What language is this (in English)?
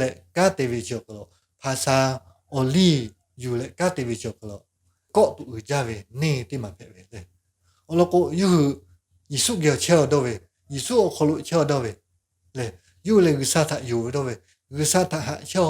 Lahu